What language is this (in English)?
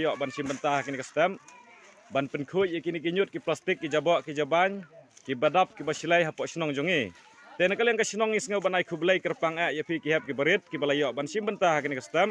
Khasi